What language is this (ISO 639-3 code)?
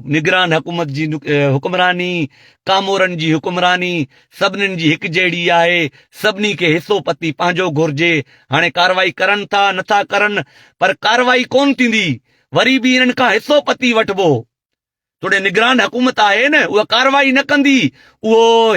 snd